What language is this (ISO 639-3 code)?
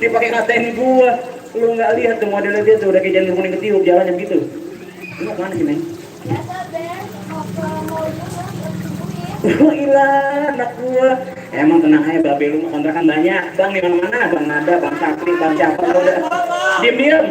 bew